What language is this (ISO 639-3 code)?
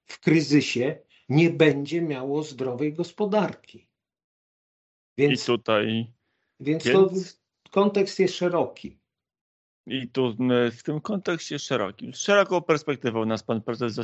pol